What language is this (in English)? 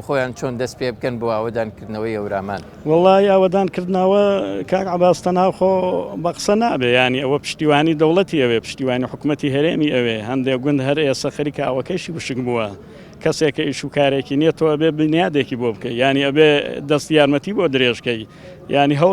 Central Kurdish